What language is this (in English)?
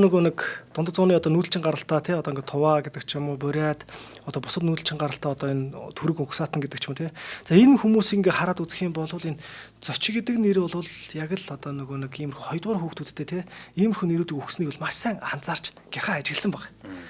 Mongolian